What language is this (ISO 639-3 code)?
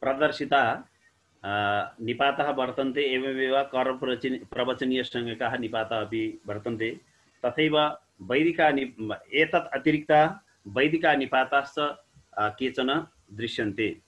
san